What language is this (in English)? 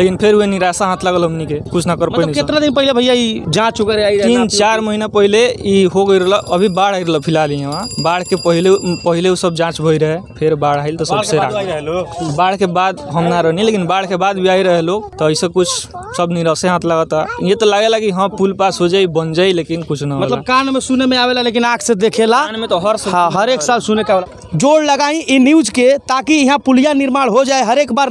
Bhojpuri